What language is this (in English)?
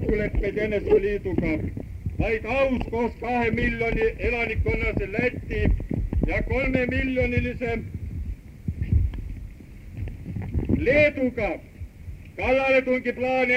Estonian